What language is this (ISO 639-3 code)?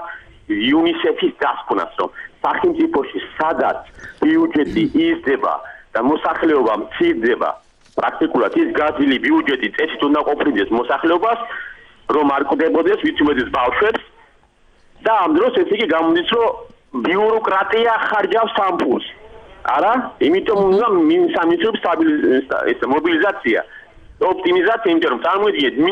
kat